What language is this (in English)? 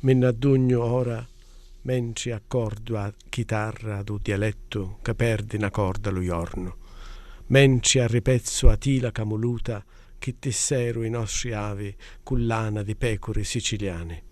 Sicilian